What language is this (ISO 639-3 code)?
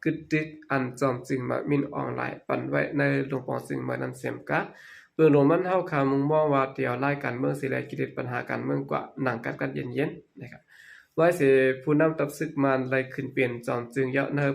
shn